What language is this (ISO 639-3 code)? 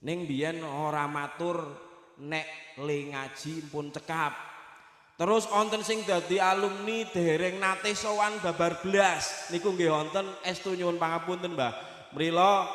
jav